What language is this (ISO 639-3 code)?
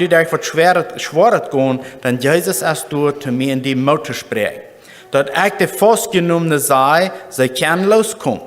pdt